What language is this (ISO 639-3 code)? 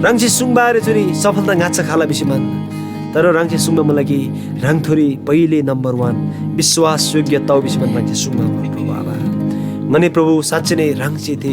taj